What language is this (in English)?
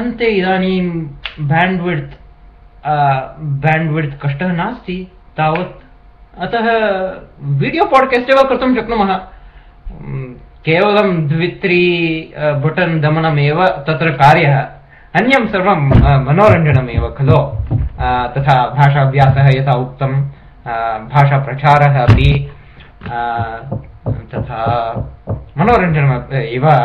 Sanskrit